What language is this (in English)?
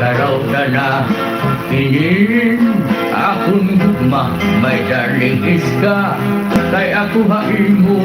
Waray